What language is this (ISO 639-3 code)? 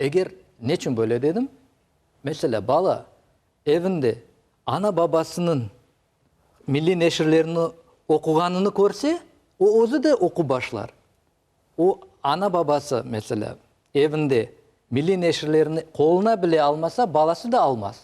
crh